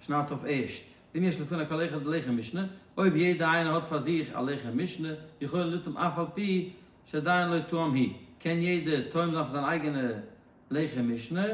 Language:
Yiddish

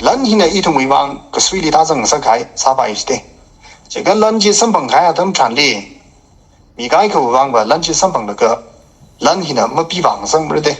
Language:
Tangkhul Naga (India)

